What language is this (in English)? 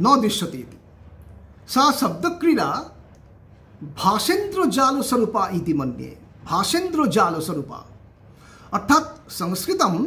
Sanskrit